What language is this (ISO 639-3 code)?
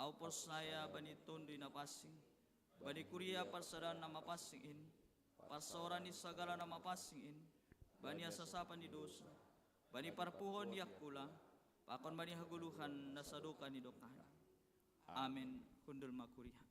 bts